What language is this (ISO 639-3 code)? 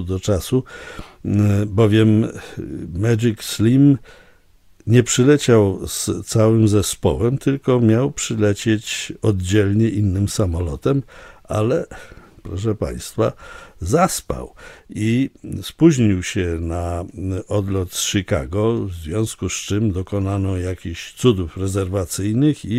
pol